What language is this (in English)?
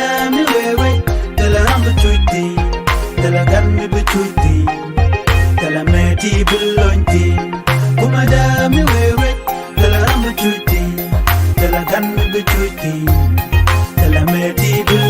Nuer